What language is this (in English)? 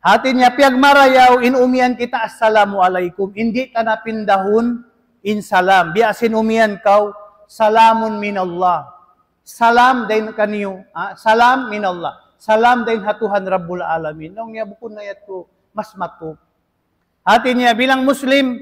Tausug